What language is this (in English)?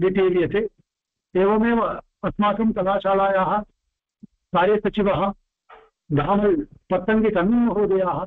Sanskrit